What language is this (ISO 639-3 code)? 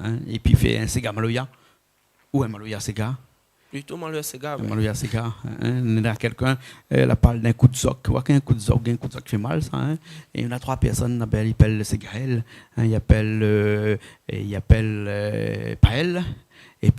rcf